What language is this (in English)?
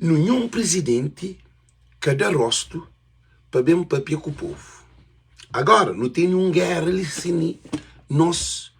Kabuverdianu